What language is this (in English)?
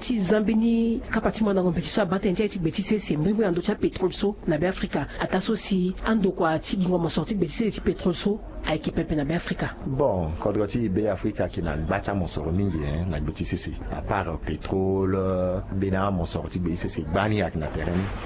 Sango